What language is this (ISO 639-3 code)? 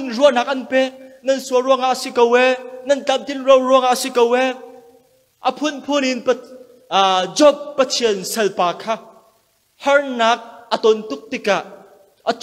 cnh